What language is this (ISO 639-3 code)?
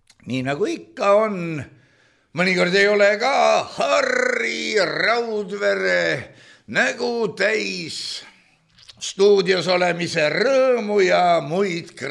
est